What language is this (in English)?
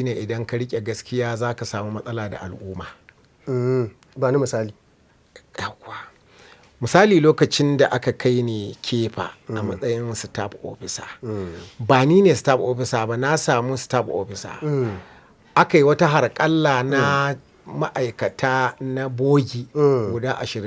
Hausa